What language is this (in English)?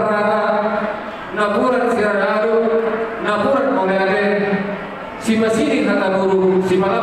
Batak Toba